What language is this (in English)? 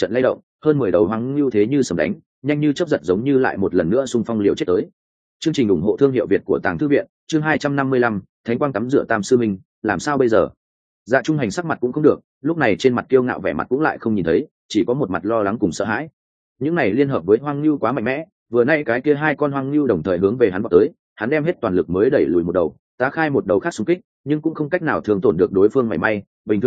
Vietnamese